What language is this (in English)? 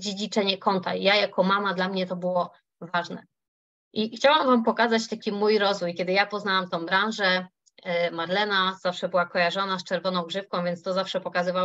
Polish